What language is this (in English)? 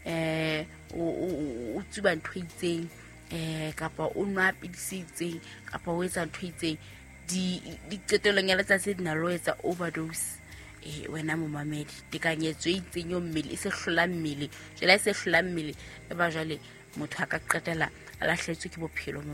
Southern Sotho